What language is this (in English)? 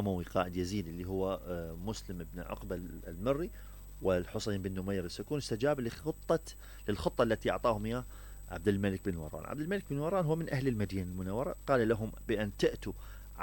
Mesopotamian Arabic